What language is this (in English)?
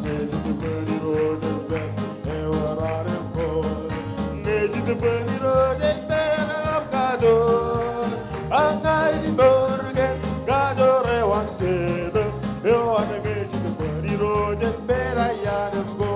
Marshallese